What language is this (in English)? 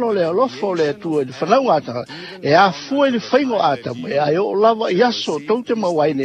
Samoan